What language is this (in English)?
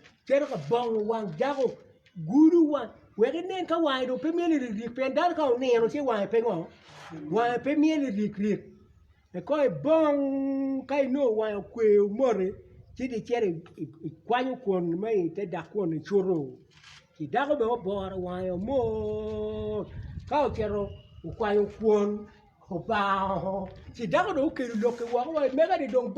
Acoli